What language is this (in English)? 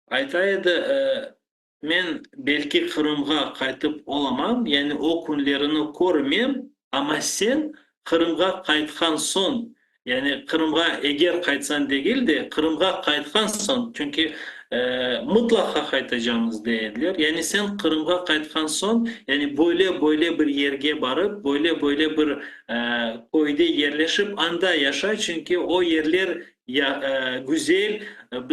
Crimean Tatar